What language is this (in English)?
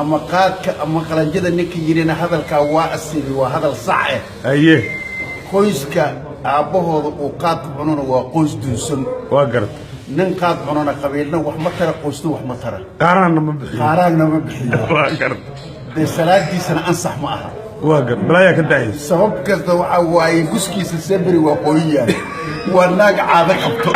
Somali